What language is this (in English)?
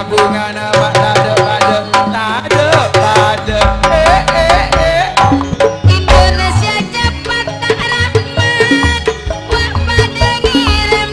Madurese